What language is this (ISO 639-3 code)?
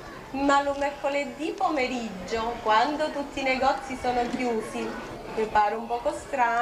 scn